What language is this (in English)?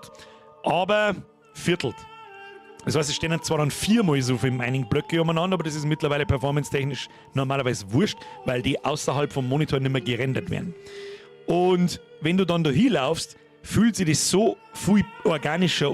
Bavarian